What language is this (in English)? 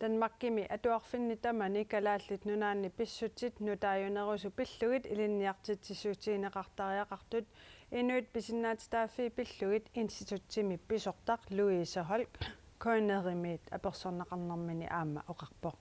Kalaallisut